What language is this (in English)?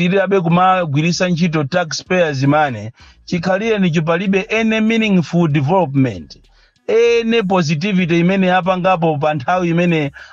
Nyanja